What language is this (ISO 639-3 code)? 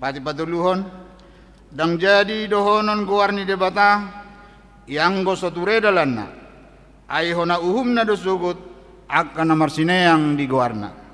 bbc